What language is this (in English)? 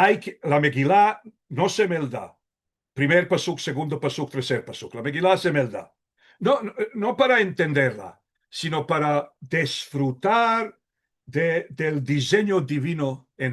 Ladino